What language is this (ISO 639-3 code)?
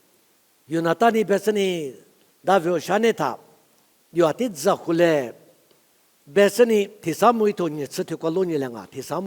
lis